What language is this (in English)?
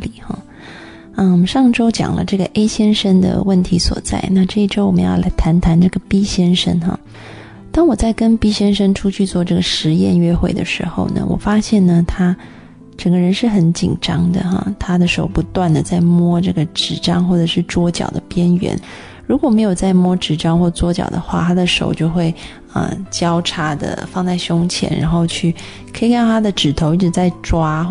Chinese